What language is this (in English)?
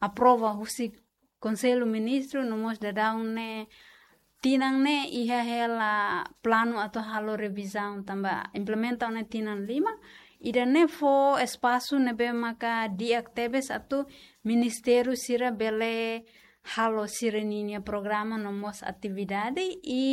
Tetum